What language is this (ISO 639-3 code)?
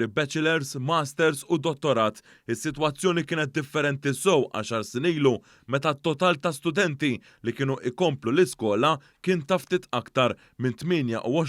mlt